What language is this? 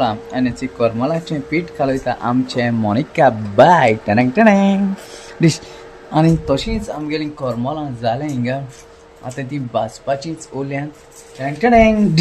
Konkani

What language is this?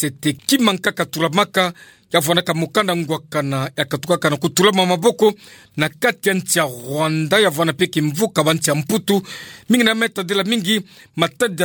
Kituba (Democratic Republic of Congo)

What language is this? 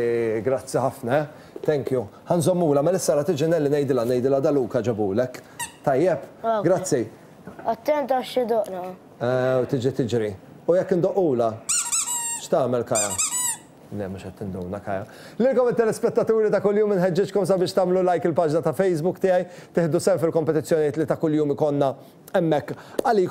Maltese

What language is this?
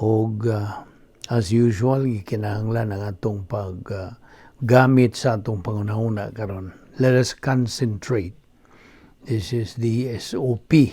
Cebuano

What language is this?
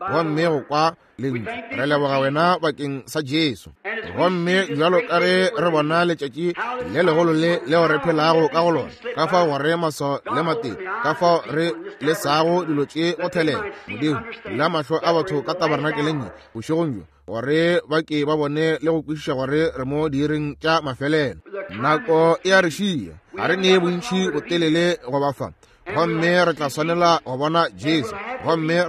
Northern Sotho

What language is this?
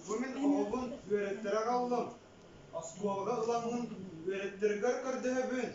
Yakut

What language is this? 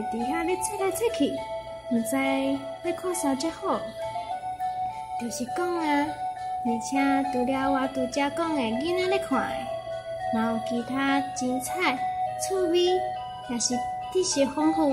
Min Nan Chinese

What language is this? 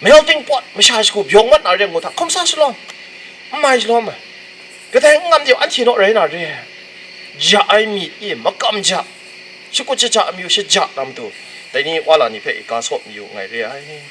Kachin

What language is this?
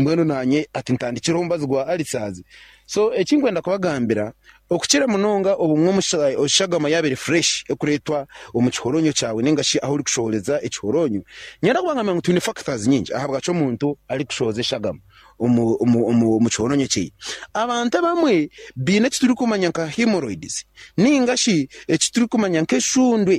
Nyankole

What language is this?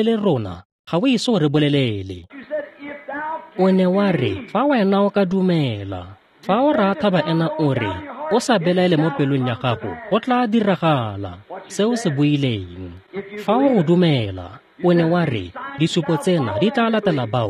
Tswana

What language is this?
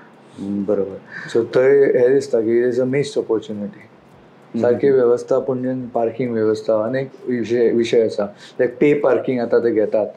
Konkani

